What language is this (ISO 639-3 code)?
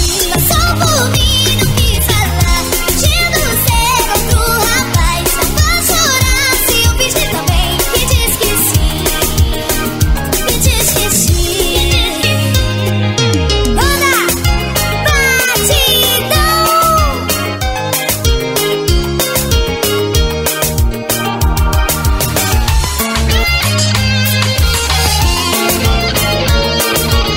por